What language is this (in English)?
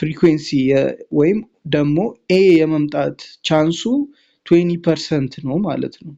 Amharic